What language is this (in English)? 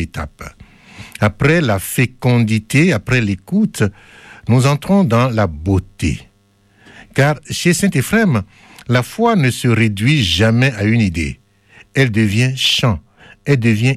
French